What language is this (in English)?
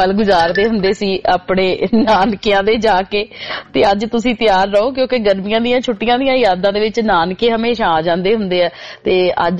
Punjabi